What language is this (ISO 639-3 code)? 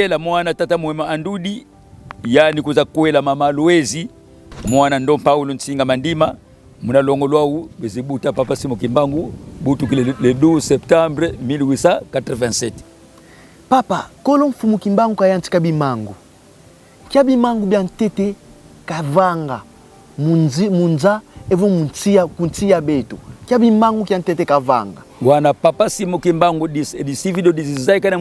kon